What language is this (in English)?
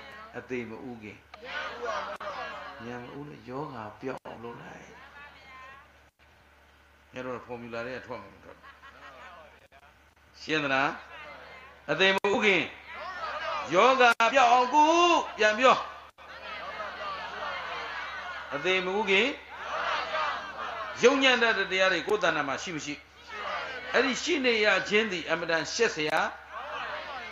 Burmese